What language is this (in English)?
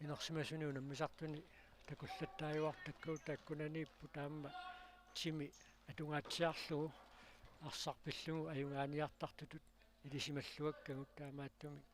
Kalaallisut